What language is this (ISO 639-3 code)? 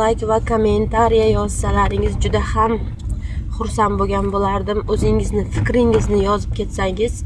uzb